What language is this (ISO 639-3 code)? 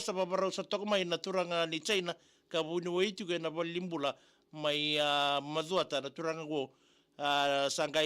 fij